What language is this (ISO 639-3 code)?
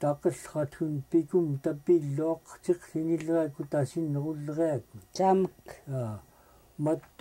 esu